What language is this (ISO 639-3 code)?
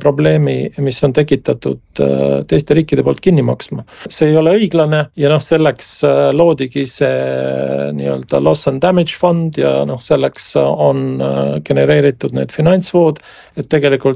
est